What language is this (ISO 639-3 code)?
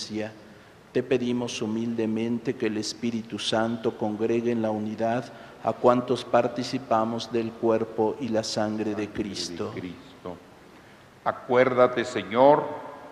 spa